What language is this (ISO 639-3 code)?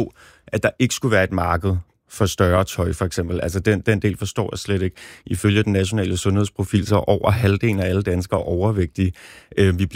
dan